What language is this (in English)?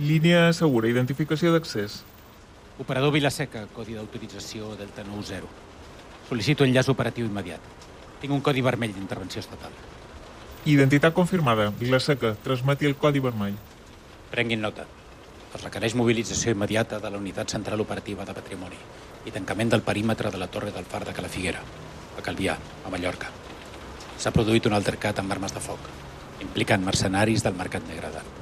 Catalan